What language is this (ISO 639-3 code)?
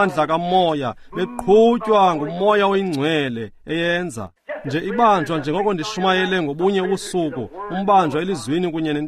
xho